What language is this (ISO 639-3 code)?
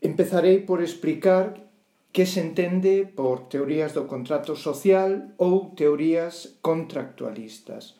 glg